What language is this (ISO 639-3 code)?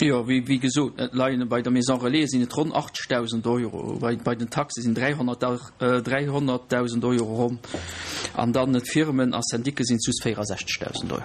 ltz